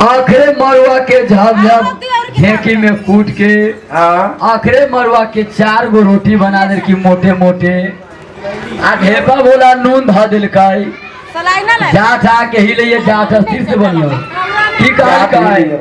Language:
Maithili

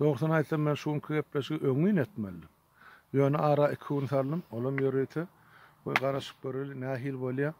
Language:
Turkmen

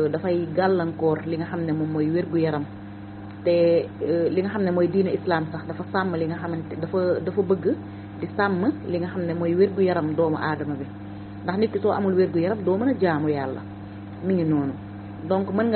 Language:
Wolof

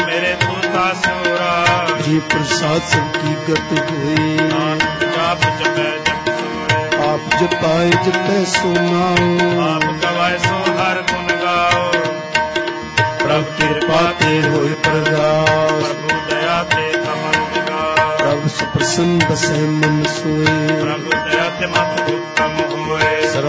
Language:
Punjabi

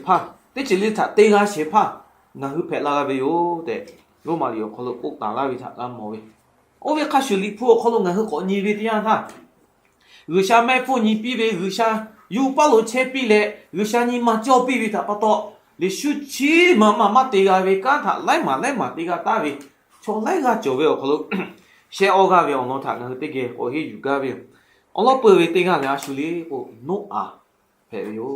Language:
Lahu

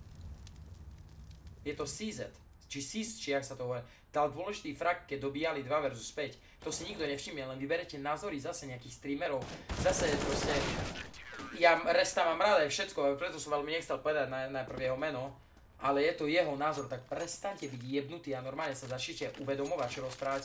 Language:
Slovak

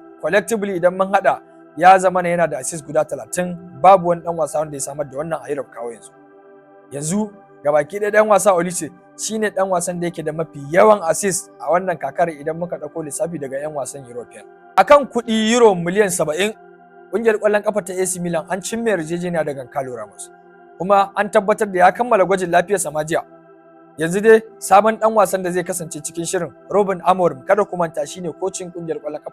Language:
Hausa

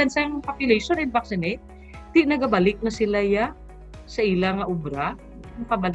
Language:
Hiligaynon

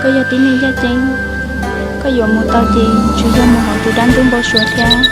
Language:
Hmong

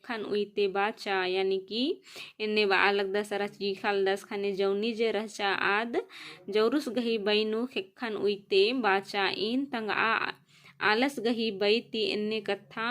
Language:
Kurukh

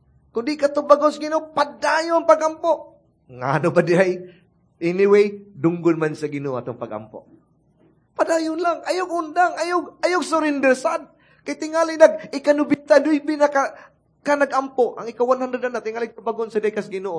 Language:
Cebuano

